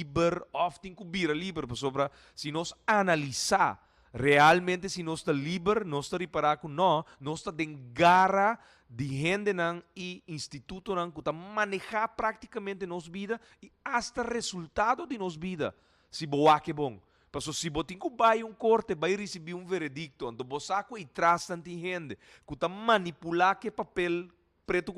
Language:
Papiamento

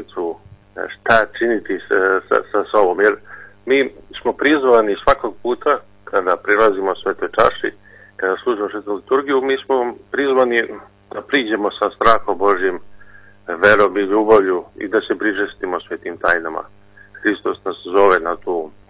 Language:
Serbian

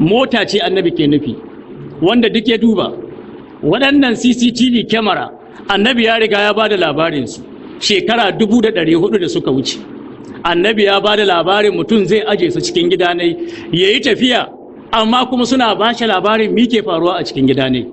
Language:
Hausa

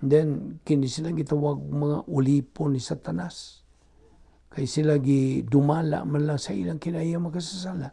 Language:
Cebuano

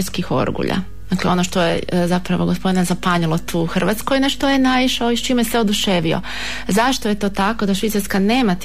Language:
Croatian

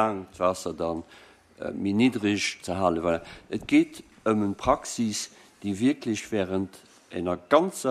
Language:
Luxembourgish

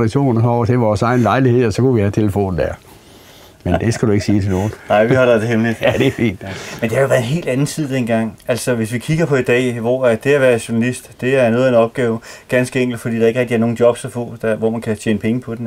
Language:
Danish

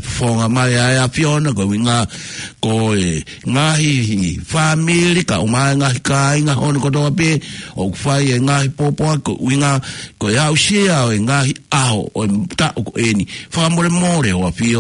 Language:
Tongan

